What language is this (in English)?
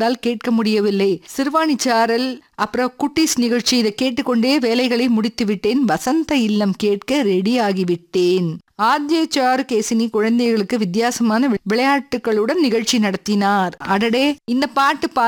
Tamil